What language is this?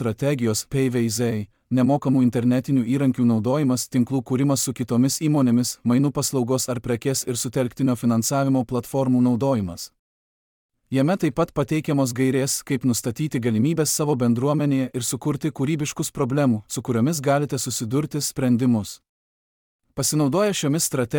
Lithuanian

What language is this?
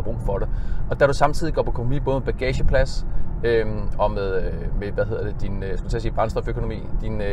Danish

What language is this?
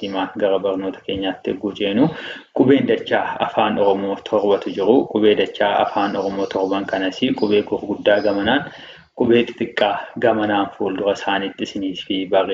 Oromo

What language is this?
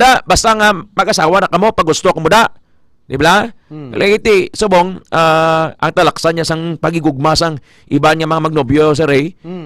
Hiligaynon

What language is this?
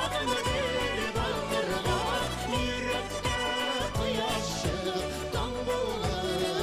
Bashkir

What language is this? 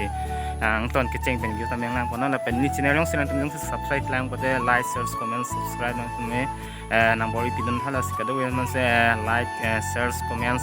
Karbi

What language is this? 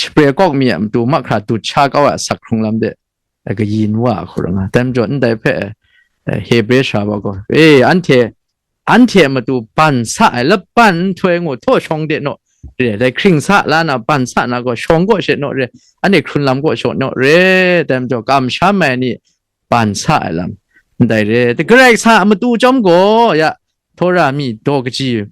Kachin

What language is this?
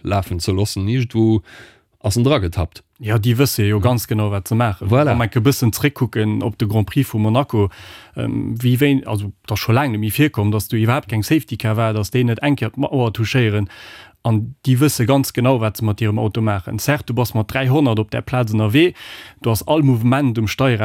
Luxembourgish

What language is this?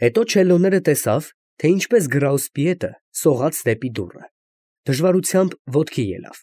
Armenian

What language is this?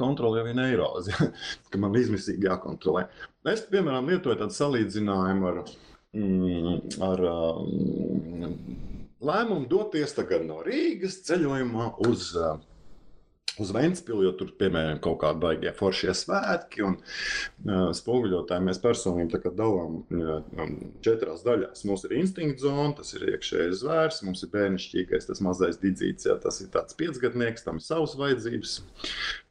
Latvian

